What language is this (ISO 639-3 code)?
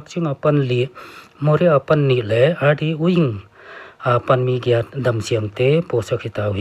pck